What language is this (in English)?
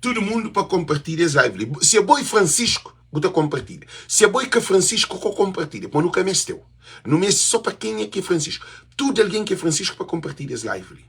Kabuverdianu